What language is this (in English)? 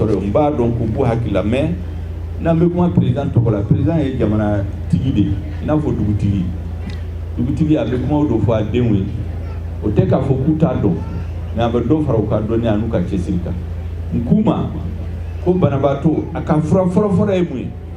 Bambara